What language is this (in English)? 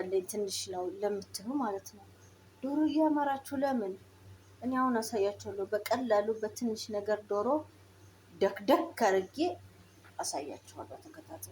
Amharic